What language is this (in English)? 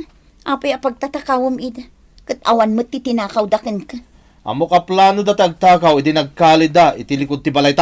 Iloko